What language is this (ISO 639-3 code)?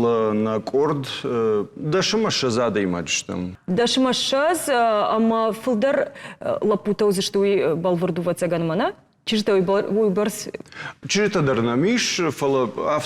oss